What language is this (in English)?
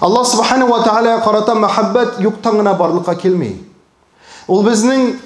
Tatar